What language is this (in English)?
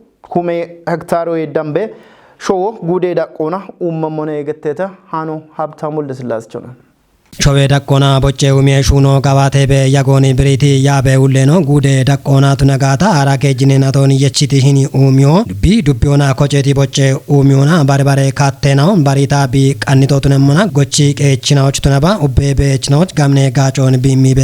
Kafa